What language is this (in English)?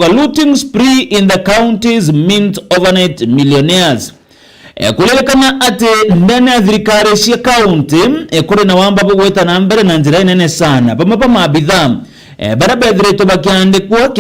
Meru